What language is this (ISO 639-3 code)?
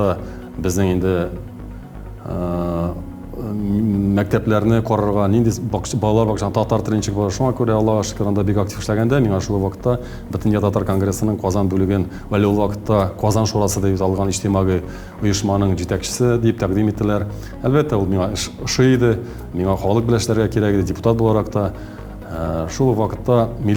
tat